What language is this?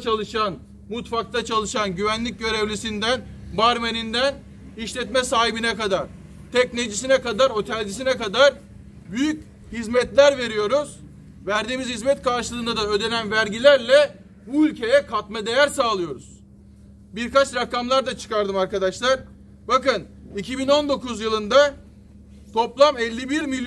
Turkish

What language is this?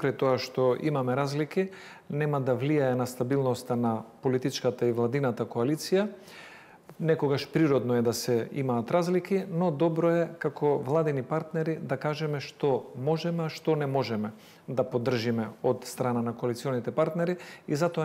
Macedonian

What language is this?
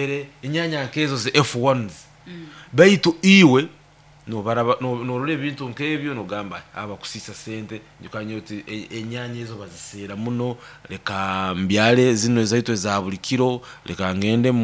Nyoro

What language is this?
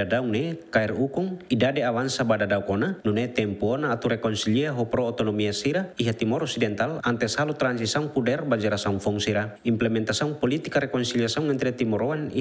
Tetum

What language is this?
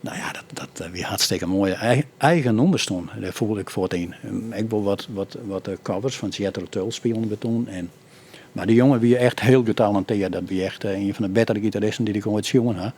Western Frisian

